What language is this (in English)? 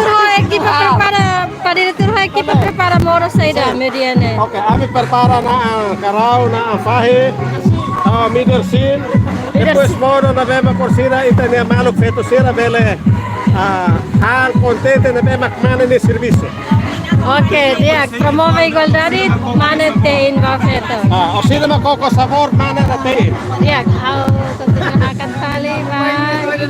Tetum